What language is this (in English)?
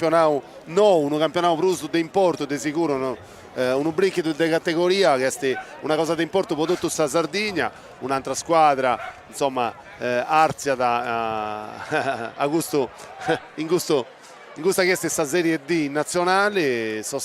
Sardinian